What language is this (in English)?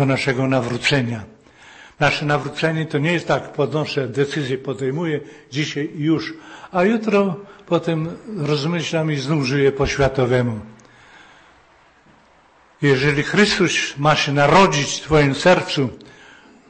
Polish